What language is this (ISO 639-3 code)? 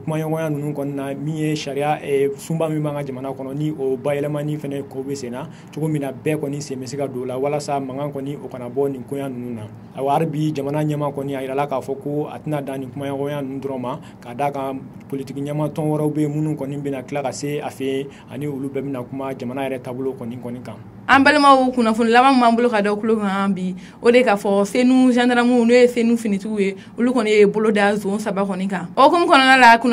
bam